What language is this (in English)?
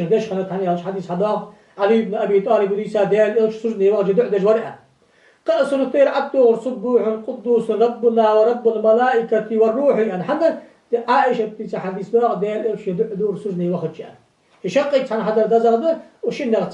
Ingush